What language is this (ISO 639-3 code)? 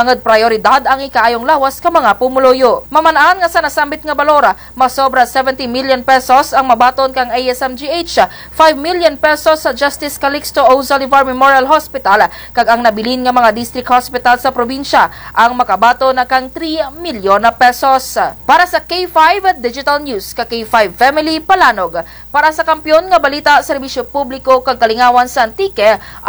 krj